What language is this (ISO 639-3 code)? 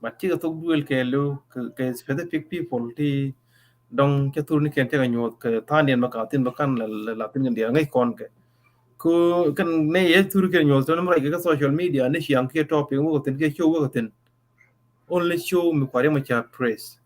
nus